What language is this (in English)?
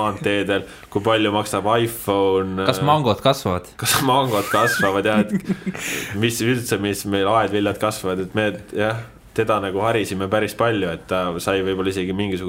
Estonian